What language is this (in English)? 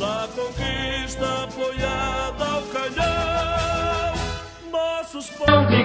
Portuguese